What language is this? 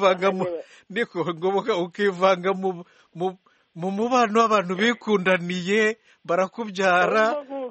Kinyarwanda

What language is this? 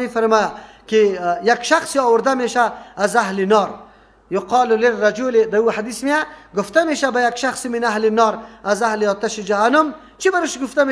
Persian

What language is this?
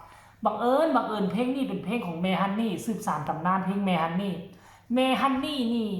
Northeastern Thai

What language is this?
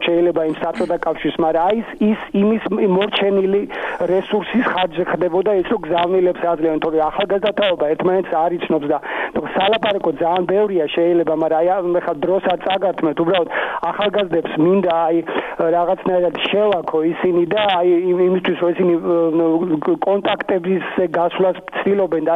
Georgian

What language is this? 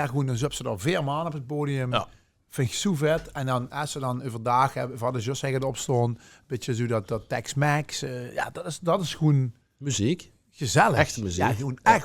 Limburgish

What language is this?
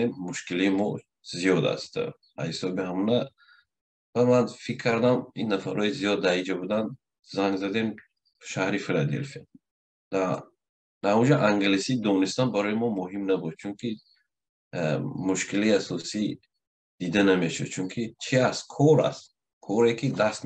Tajik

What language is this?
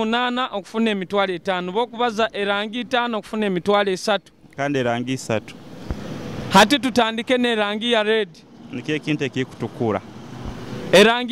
Nyoro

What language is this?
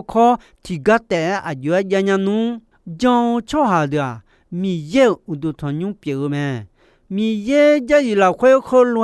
Akha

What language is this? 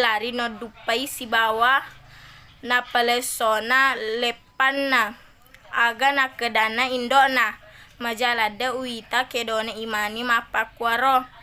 Buginese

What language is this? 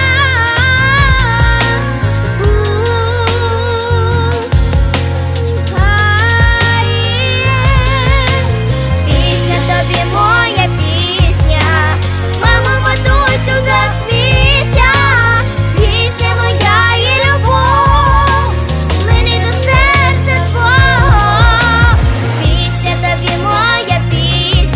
Ukrainian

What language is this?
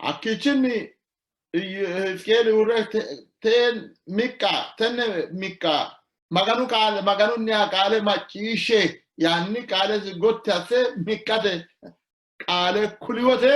Sidamo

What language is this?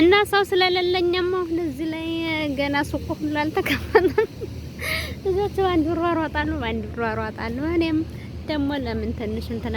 Amharic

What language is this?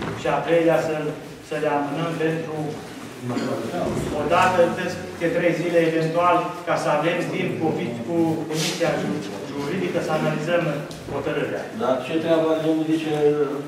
Romanian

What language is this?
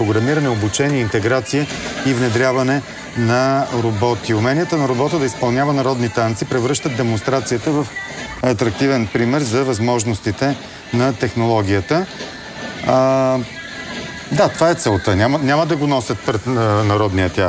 Bulgarian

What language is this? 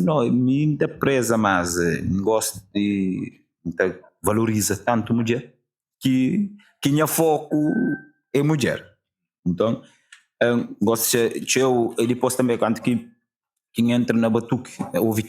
Kabuverdianu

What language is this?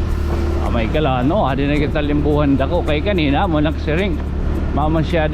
Waray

